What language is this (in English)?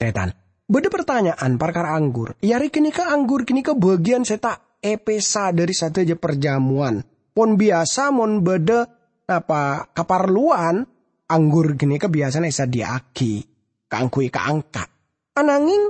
Madurese